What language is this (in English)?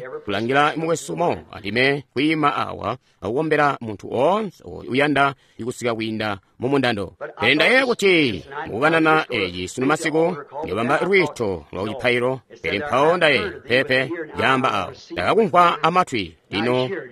Tonga (Zambia)